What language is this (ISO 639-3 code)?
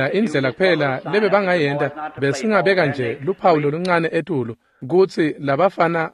ssw